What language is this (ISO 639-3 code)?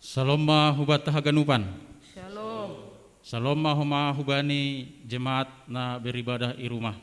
bts